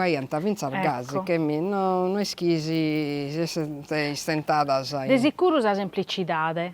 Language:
Sardinian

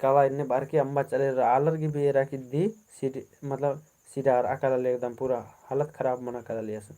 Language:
Kurukh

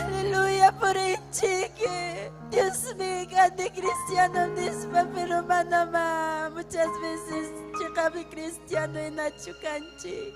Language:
Ayacucho Quechua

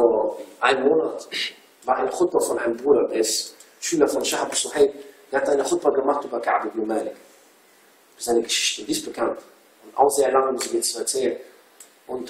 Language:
German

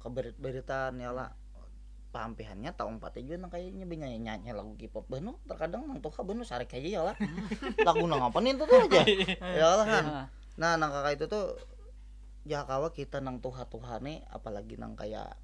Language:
Banjar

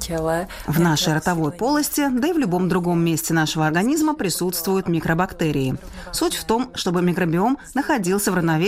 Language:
Russian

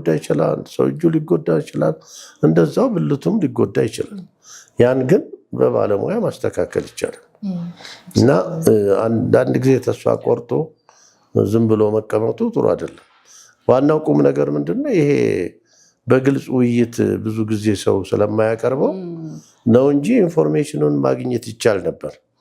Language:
Amharic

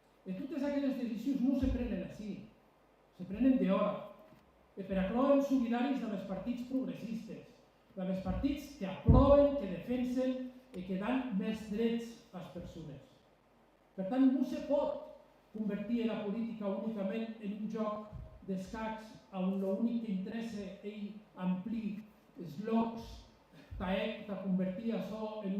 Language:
Occitan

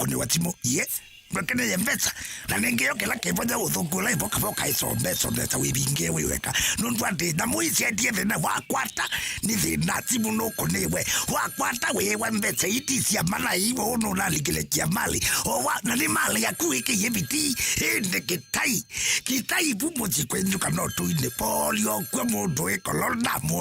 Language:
Kamba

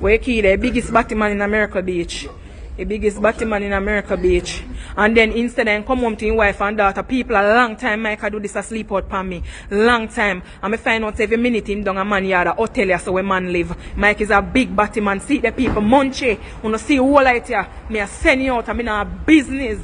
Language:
Jamaican Creole English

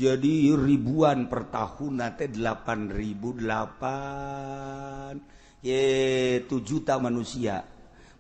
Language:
Sundanese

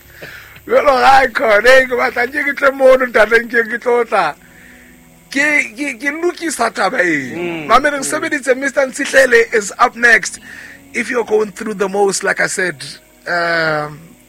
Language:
Southern Sotho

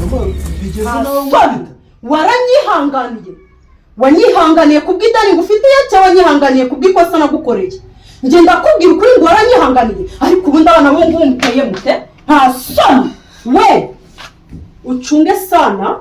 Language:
Kinyarwanda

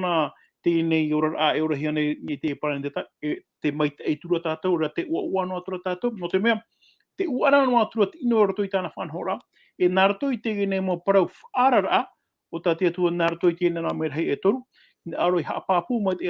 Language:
Tahitian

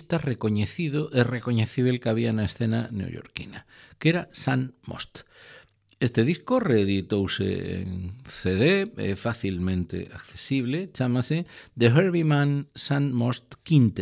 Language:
Galician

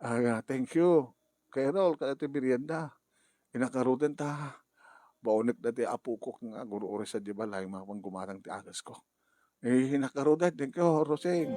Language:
Iloko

